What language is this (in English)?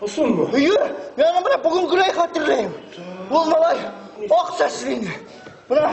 Bashkir